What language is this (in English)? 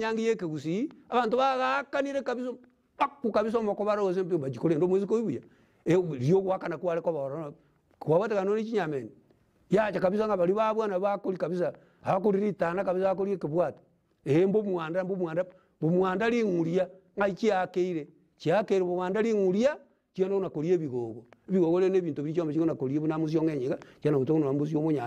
Gusii